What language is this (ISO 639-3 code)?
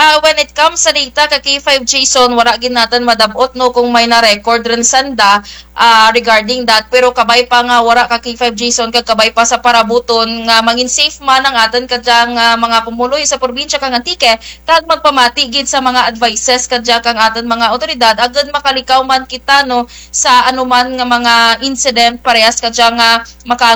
krj